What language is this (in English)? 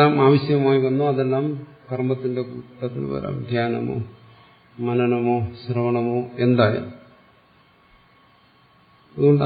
Malayalam